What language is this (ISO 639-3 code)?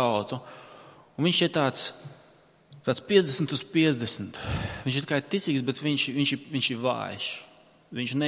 lav